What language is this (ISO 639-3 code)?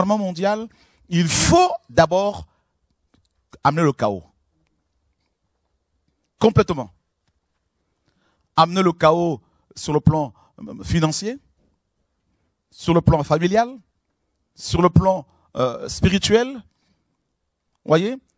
fra